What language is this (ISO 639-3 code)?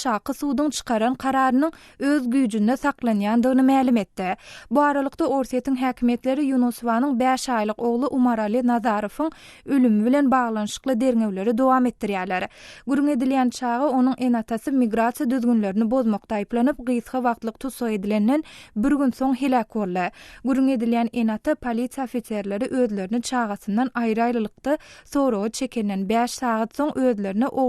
tuk